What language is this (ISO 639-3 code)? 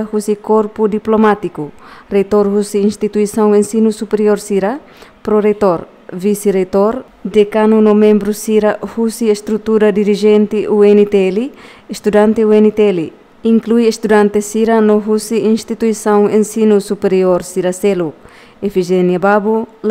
tet